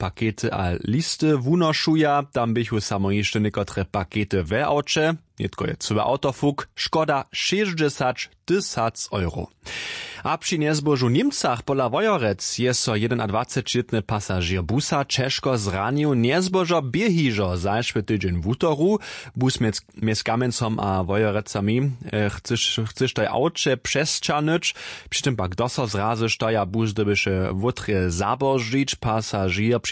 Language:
Upper Sorbian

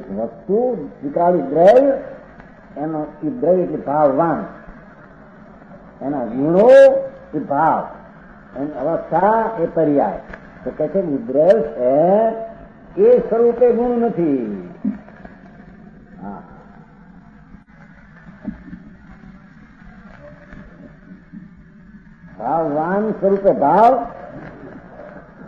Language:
Gujarati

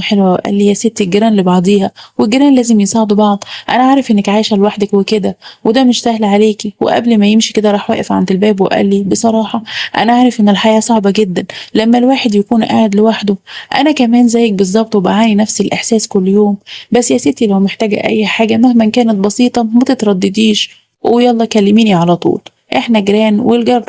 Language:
Egyptian Arabic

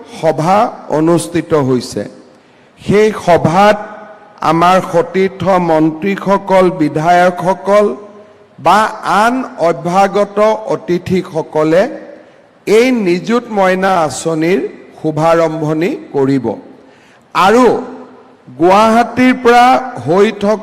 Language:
Assamese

